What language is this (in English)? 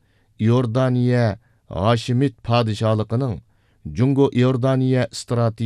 Uyghur